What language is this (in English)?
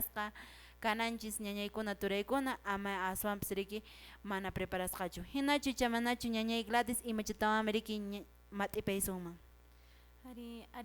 Quechua